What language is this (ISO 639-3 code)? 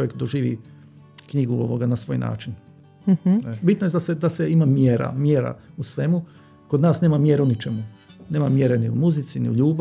hrv